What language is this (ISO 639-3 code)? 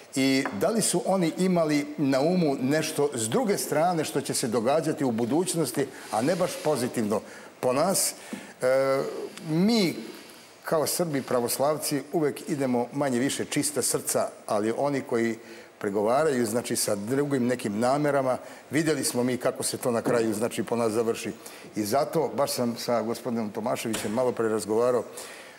srp